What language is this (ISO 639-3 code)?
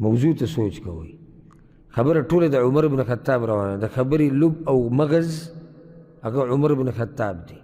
pus